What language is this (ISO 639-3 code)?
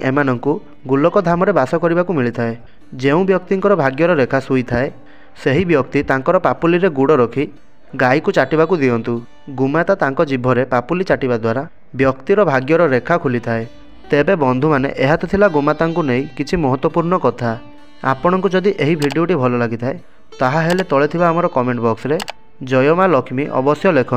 ori